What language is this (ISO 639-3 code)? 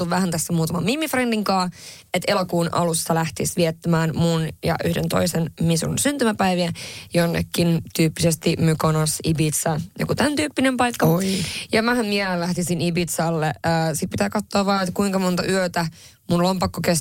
fin